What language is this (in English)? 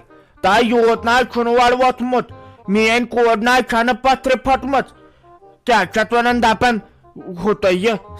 Kashmiri